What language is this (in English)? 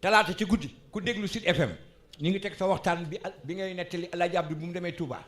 Wolof